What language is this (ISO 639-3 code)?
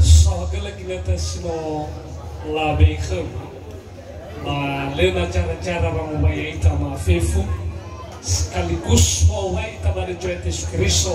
nia